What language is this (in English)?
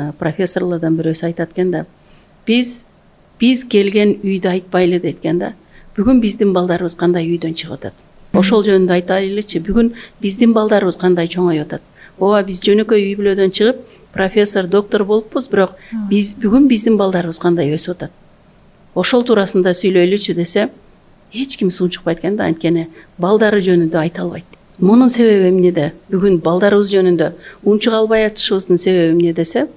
Kyrgyz